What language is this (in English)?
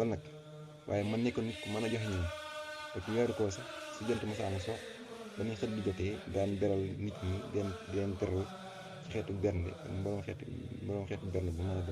Wolof